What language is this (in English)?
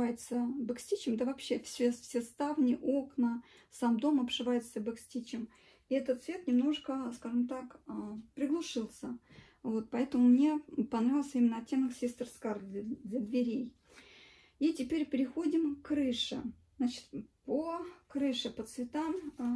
Russian